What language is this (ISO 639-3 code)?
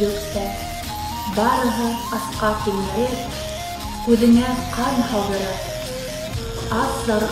bak